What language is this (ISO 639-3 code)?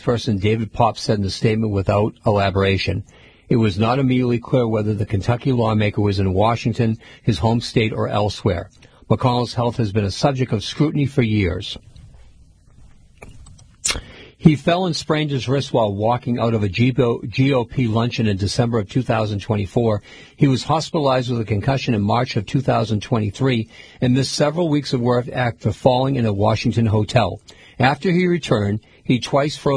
eng